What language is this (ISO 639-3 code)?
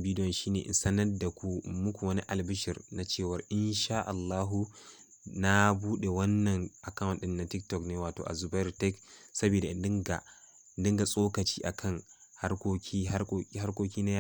hau